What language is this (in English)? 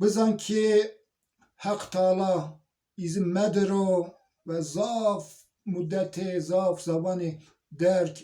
Zaza